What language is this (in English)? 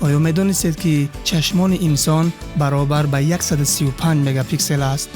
Tajik